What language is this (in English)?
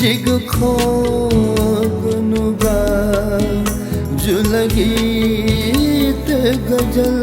Newari